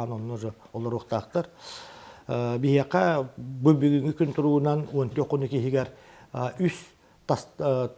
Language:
Yakut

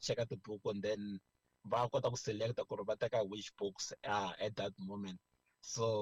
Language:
Tsonga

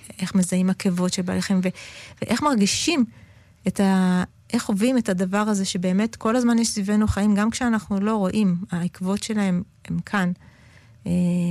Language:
Hebrew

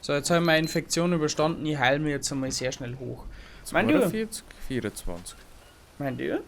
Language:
Bavarian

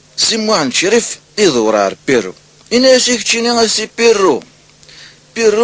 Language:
Kabyle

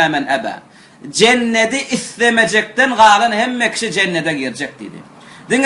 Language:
Turkmen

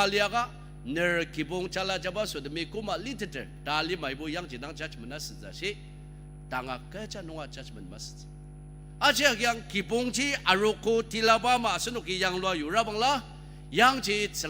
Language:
Ao Naga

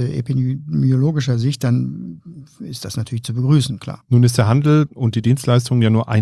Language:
German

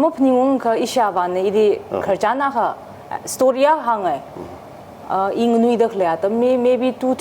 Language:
Tangkhul Naga (India)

